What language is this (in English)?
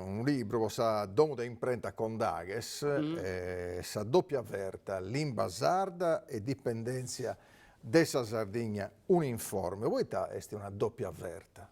Sardinian